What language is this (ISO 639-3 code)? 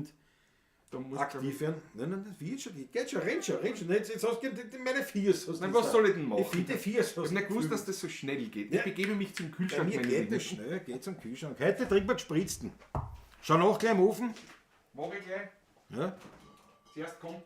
bar